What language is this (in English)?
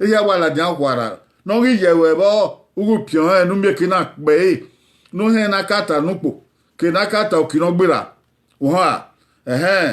Bini